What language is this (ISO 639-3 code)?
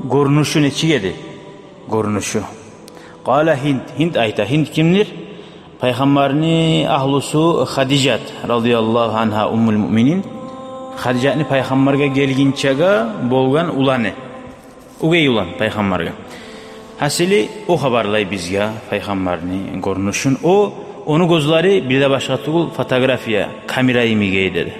kum